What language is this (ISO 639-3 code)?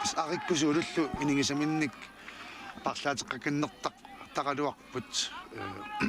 kal